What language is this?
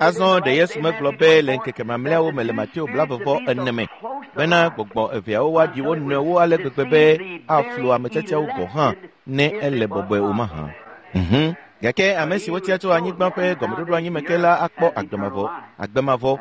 Ewe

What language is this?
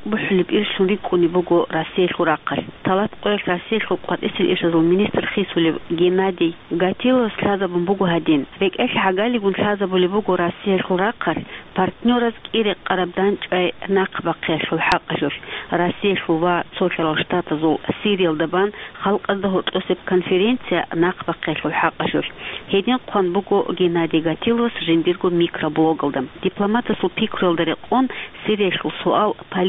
Avaric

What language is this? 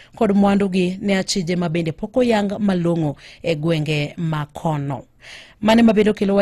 Luo (Kenya and Tanzania)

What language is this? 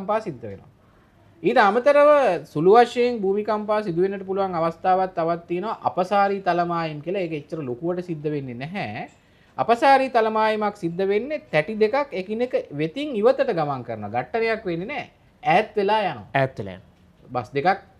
Sinhala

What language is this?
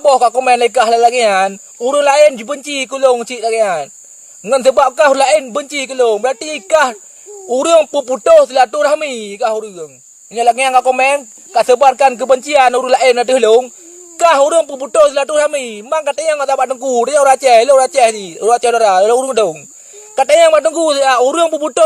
Achinese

